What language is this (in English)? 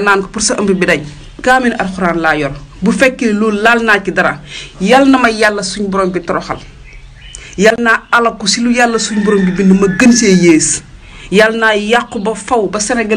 Wolof